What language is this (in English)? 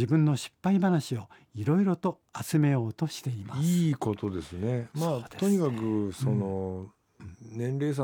Japanese